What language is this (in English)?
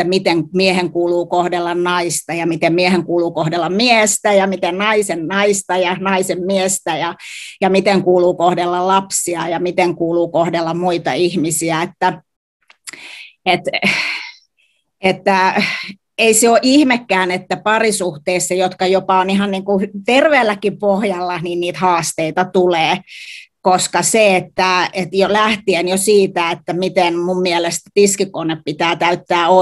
Finnish